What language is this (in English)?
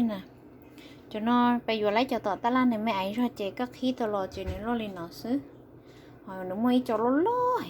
Hmong